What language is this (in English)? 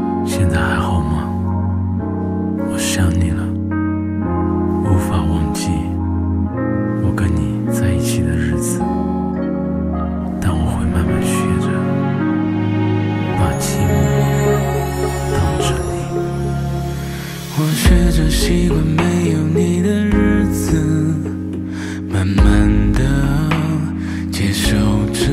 Chinese